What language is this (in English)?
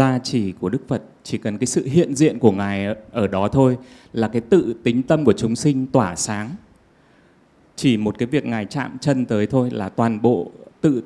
Vietnamese